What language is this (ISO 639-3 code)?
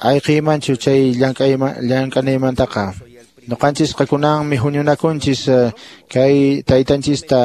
que